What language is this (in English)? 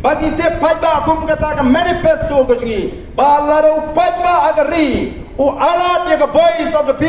Khasi